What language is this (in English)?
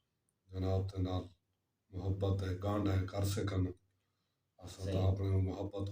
Saraiki